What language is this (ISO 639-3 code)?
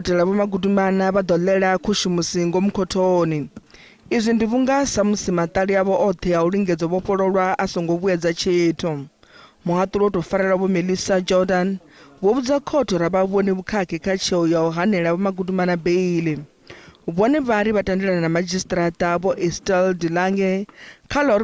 ven